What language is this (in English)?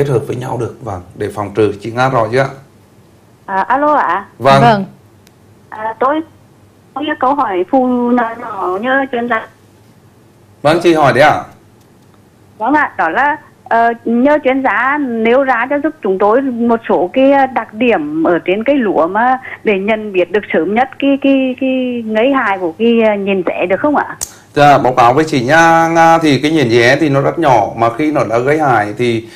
Vietnamese